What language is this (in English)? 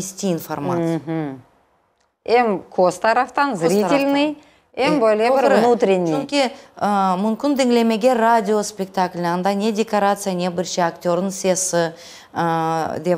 Crimean Tatar